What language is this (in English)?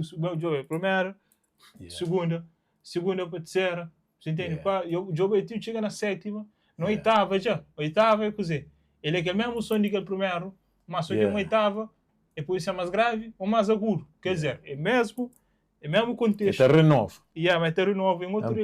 Kabuverdianu